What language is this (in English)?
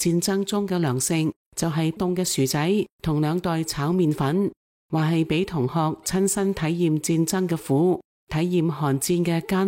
Cantonese